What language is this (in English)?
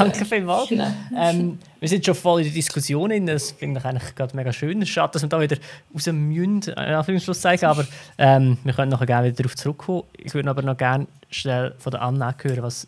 German